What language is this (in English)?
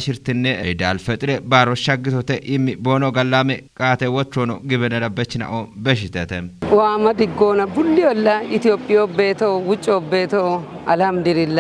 Kafa